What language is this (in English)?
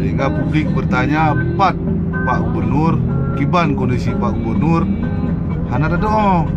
Achinese